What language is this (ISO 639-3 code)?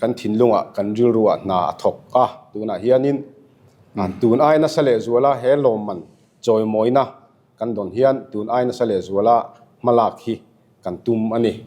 lus